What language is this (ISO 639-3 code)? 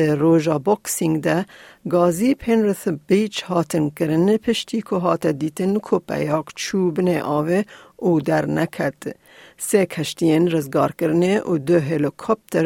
kur